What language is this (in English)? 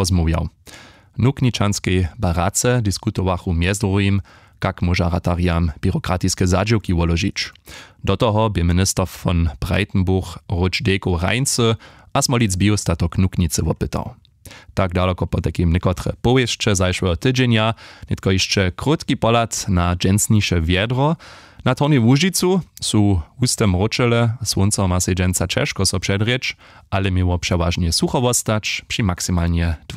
Upper Sorbian